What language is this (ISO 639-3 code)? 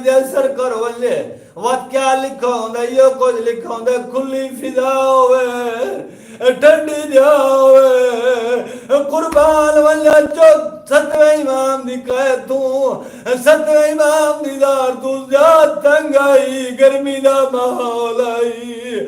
skr